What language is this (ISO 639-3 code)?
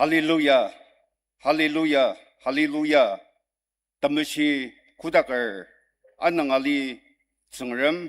njo